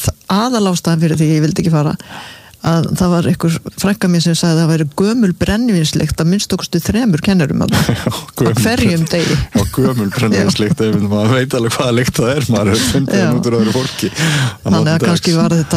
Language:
Icelandic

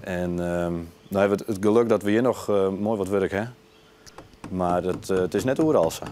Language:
Western Frisian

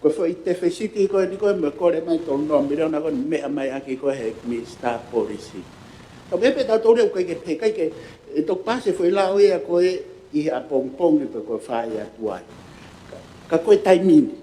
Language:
Tongan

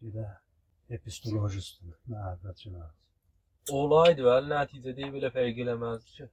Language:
South Azerbaijani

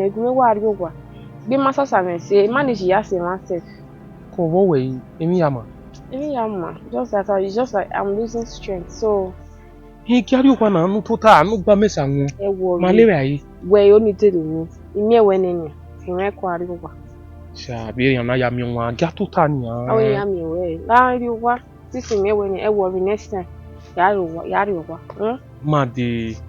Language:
Bini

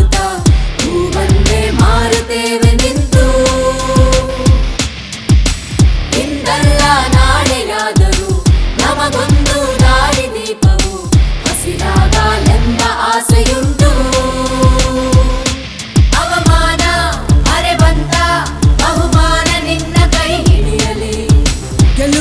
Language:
Kannada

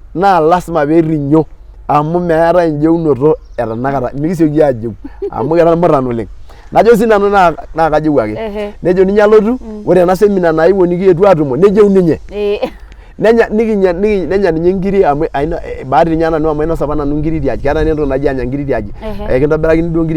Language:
Masai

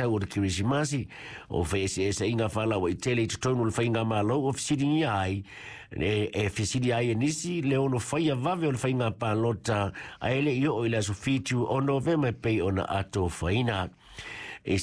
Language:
Samoan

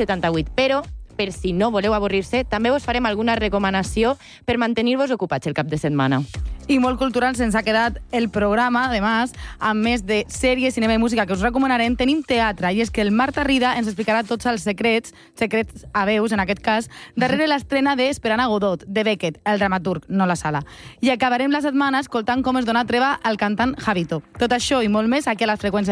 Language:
Catalan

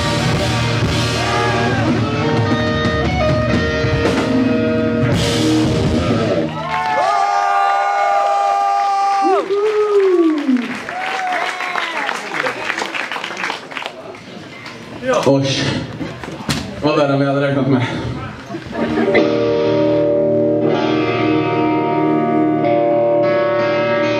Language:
Swedish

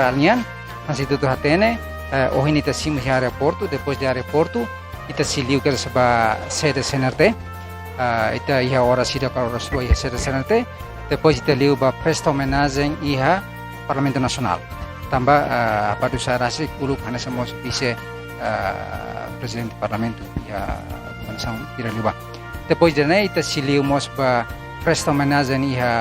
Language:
Tetum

